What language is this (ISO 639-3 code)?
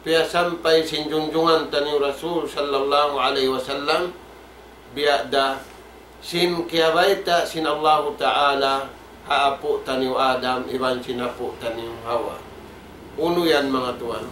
tsg